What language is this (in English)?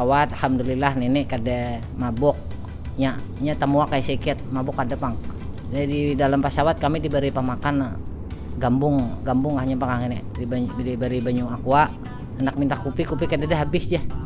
Banjar